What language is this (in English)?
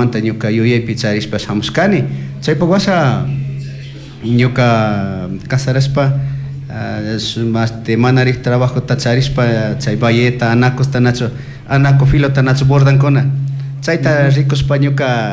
Chimborazo Highland Quichua